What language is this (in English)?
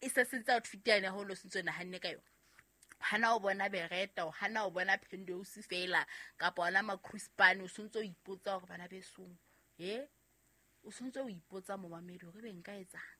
Southern Sotho